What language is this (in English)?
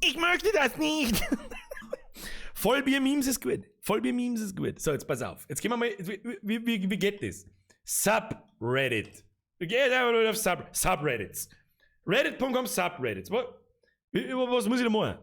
Bavarian